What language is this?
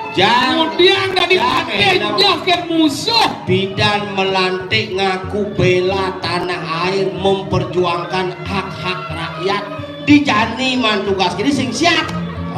Balinese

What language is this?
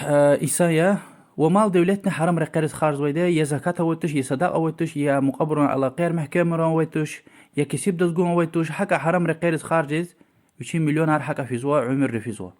Lezghian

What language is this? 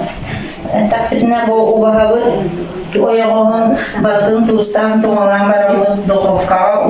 Yakut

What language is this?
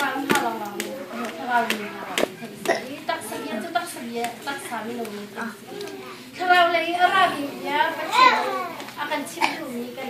Hakha Chin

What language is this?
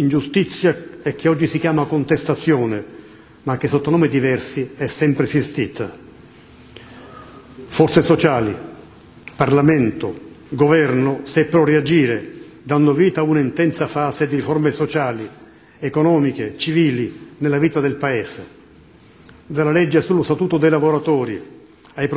Italian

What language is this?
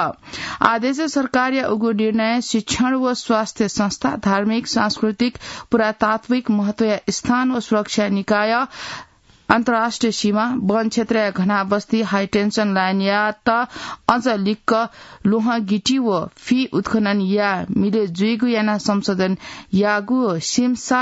Newari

